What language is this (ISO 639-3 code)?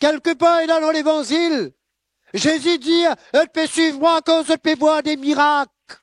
mfe